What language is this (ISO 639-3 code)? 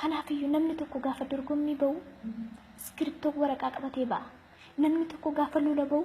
orm